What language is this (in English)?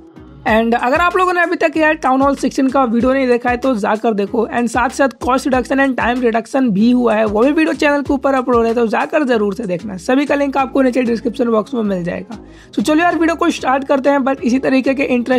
Hindi